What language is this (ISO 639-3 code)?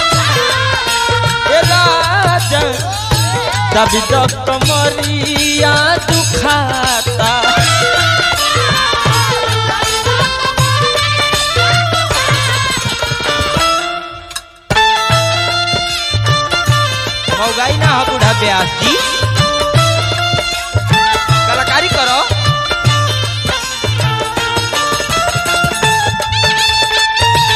bho